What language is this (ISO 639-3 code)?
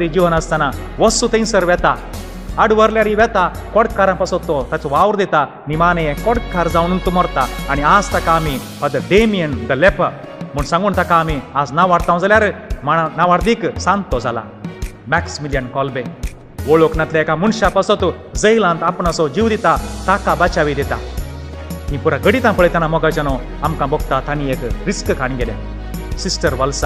kok